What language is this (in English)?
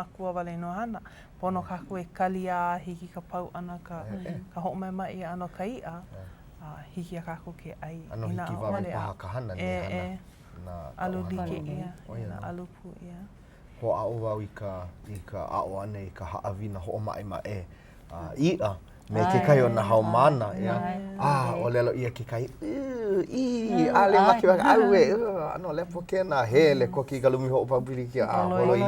Hawaiian